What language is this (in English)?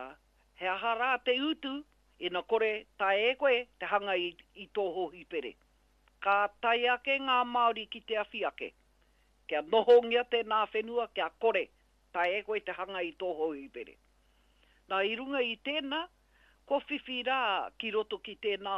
Māori